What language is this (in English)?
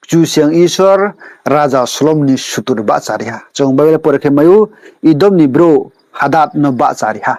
Riang (India)